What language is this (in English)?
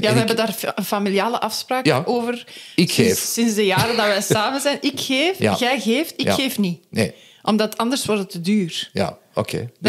Dutch